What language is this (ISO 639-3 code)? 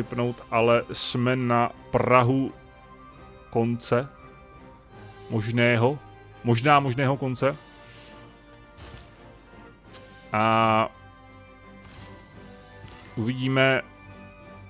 ces